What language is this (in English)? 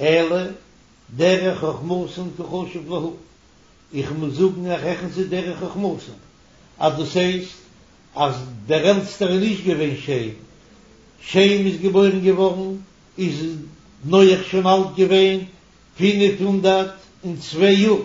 Yiddish